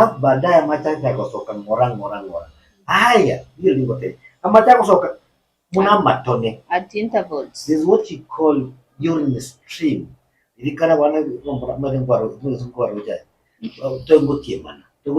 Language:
Gusii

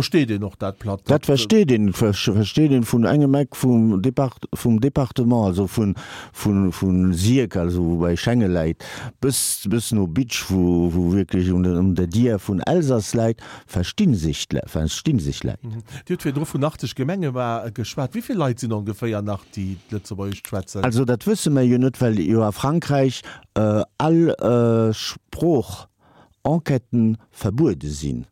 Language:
Luxembourgish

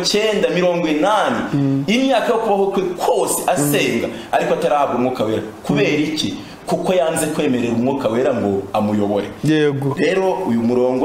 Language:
Kinyarwanda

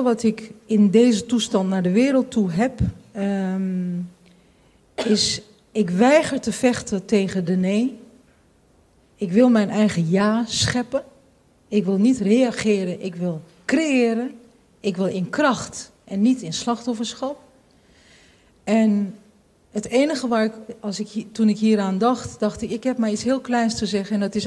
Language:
Dutch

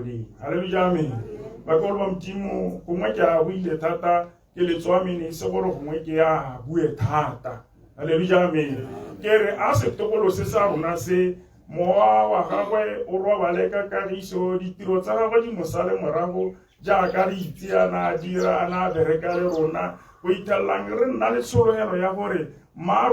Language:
Tswana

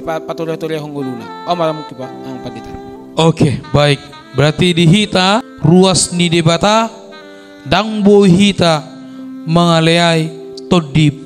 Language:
Batak Toba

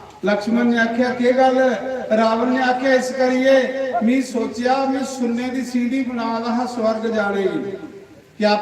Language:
Dogri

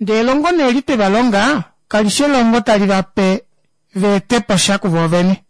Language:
Kuanyama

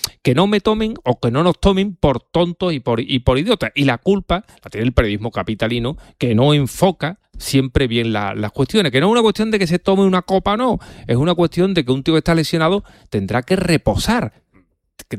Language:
Spanish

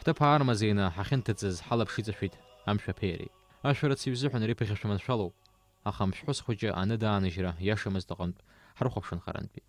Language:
Abkhazian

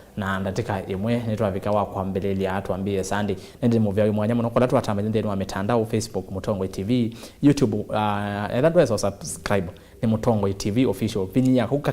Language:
Kamba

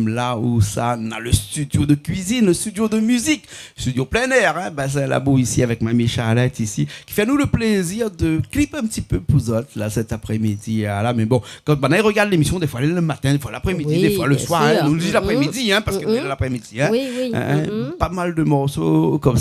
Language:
Réunion Creole French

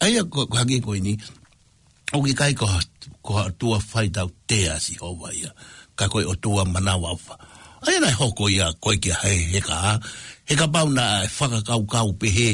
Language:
Tongan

